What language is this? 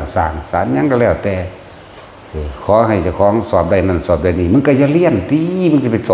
Northeastern Thai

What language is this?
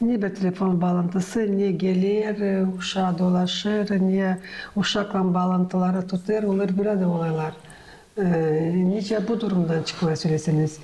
Gagauz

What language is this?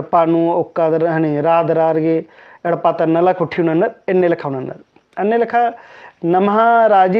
Kurukh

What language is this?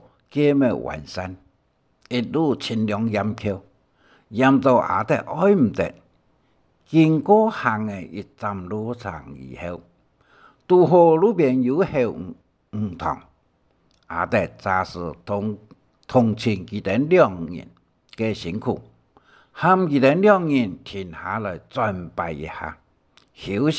Hakka Chinese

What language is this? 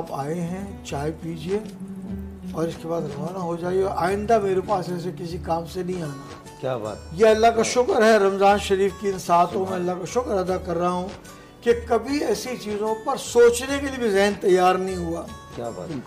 Urdu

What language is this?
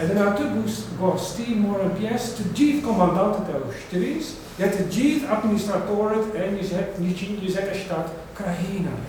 Albanian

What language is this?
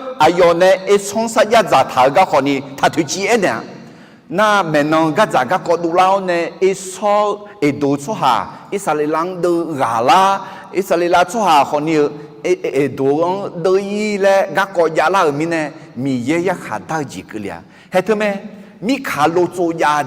Akha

